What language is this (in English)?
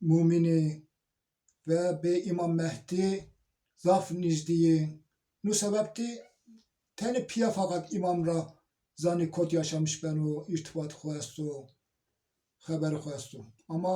Zaza